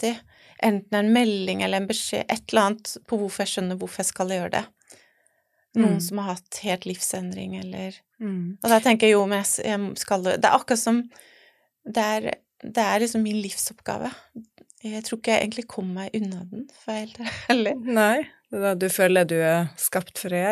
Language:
Norwegian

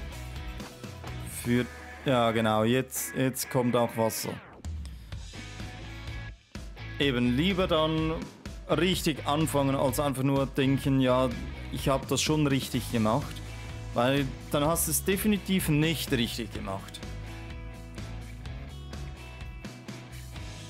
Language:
German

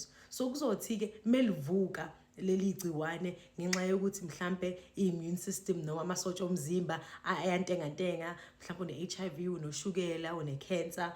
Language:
Zulu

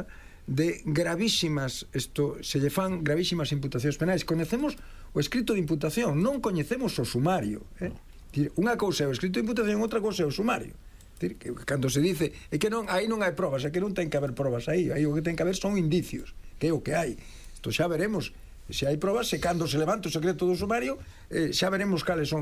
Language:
Galician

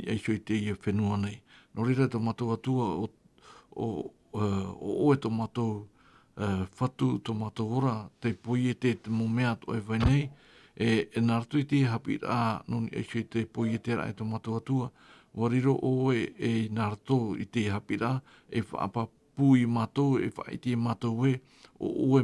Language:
Tahitian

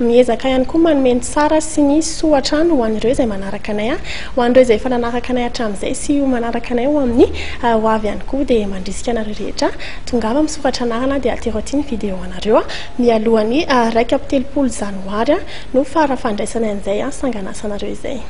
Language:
Malagasy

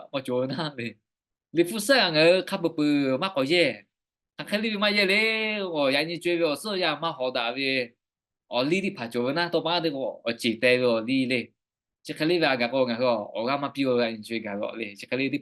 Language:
Lahu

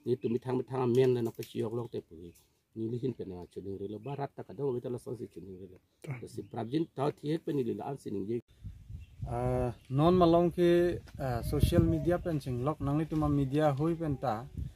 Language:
Karbi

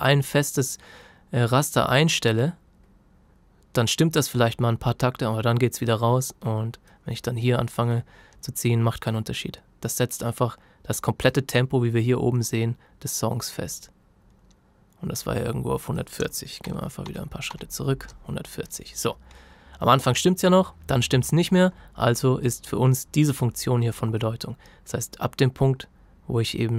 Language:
German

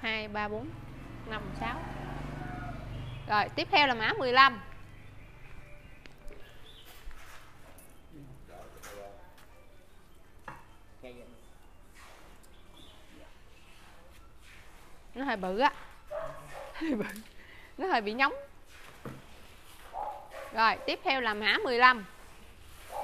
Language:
Vietnamese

